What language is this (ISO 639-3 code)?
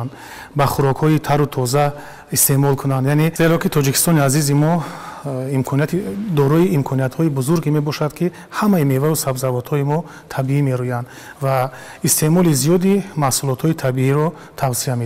tgk